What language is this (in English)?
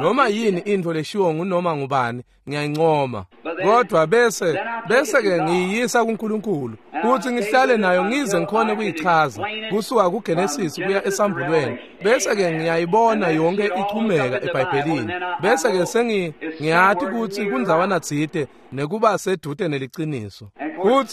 Swati